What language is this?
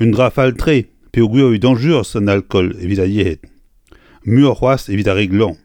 Breton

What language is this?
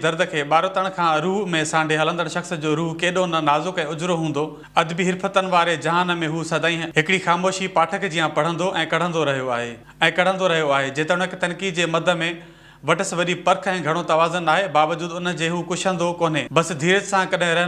Sindhi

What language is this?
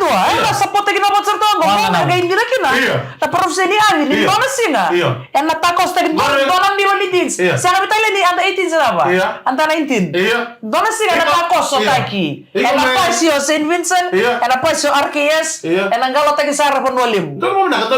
Fijian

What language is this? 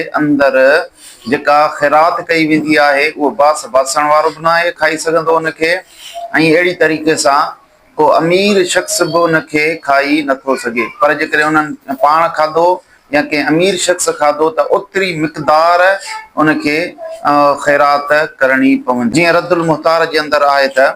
Sindhi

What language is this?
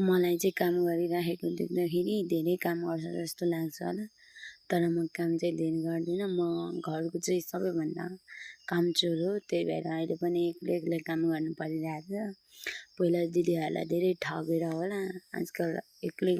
Nepali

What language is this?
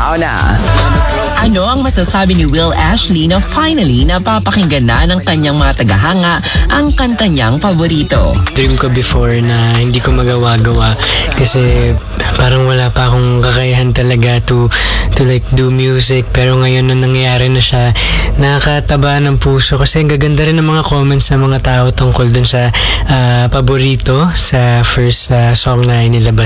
Filipino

